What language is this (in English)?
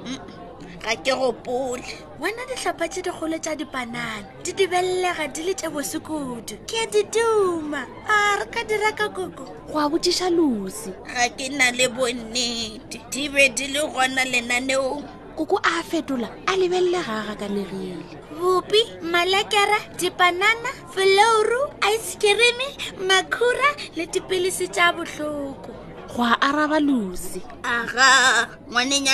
Northern Sotho